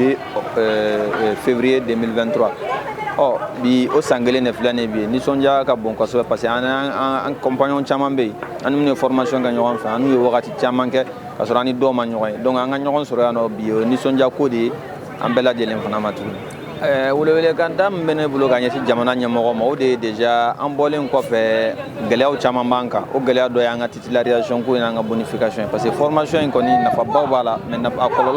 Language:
Bambara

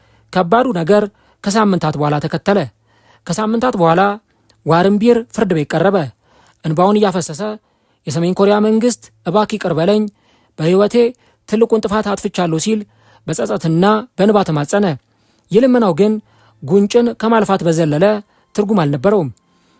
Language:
Amharic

